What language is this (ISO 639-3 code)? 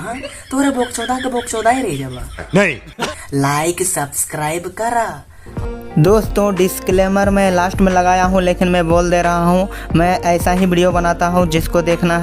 sck